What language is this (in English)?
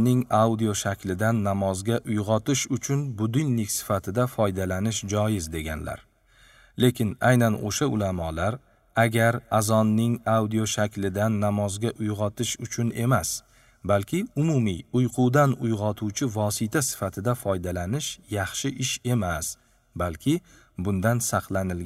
Uzbek